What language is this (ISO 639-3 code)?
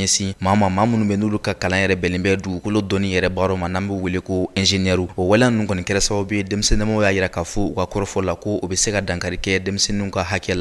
bam